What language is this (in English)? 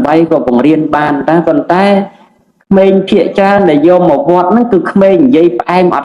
Khmer